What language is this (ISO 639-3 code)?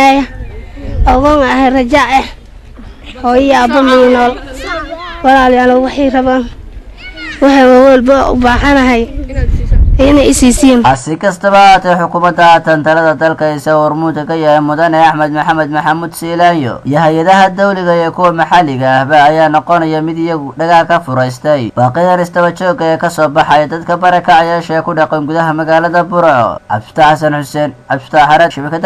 som